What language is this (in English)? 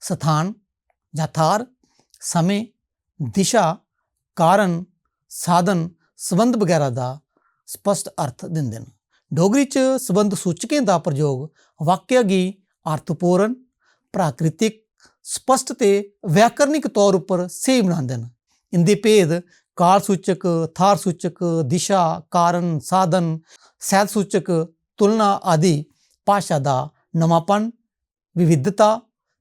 Dogri